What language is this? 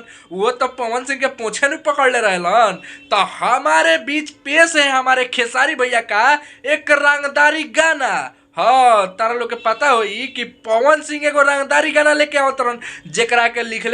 Bhojpuri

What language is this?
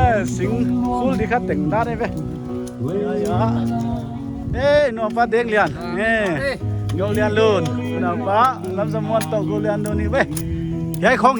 Paite Chin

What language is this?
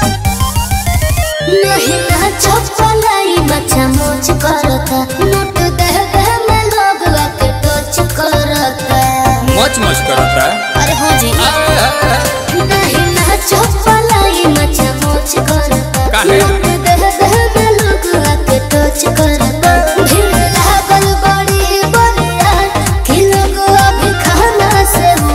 Bhojpuri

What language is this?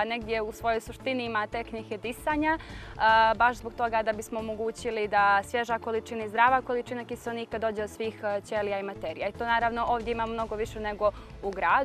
Bosnian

